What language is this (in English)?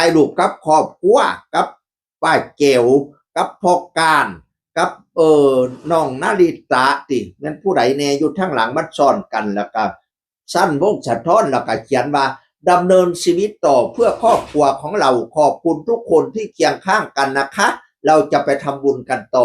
Northeastern Thai